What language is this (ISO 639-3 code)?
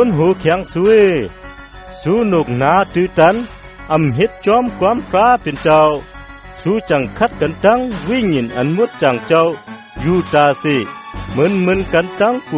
shn